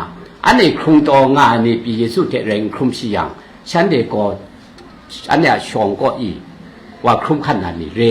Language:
Kachin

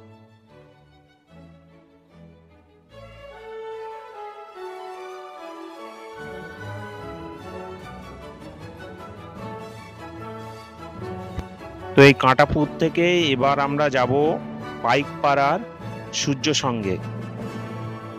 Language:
Bangla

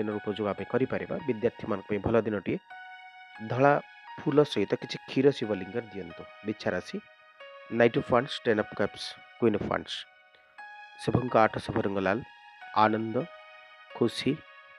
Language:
Odia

